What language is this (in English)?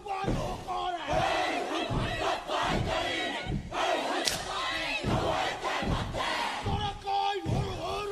Māori